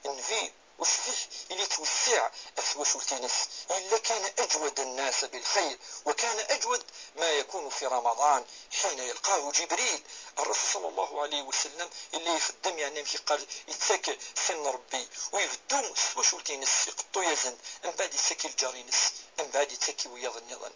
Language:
Kabyle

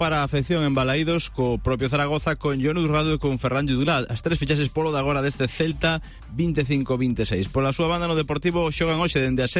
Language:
Galician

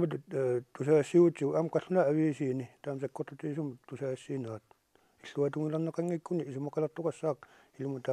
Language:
Kalaallisut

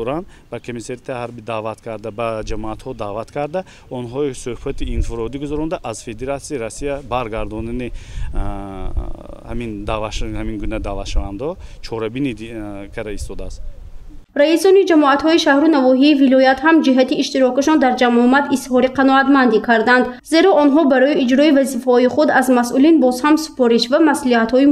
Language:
Tajik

